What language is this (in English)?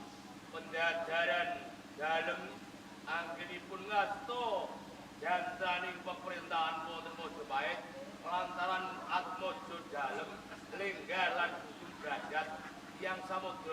Javanese